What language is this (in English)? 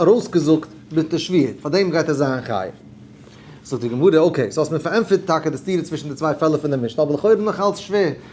Yiddish